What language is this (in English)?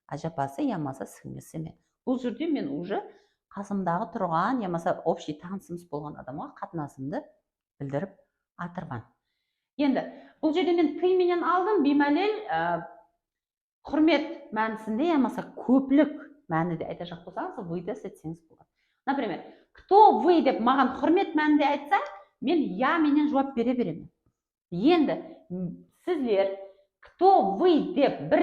Kara-Kalpak